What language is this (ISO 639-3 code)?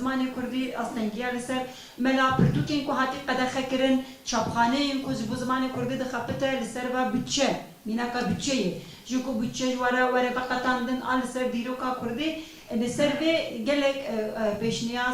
kur